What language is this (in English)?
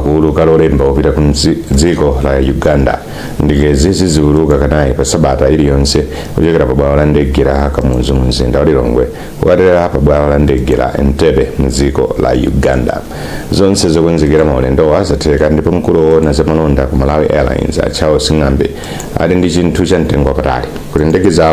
Nyanja